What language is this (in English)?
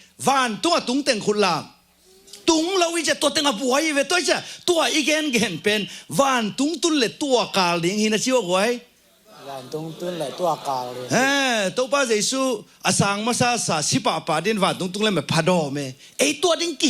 Tedim Chin